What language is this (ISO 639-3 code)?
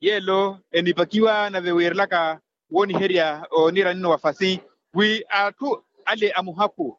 vmw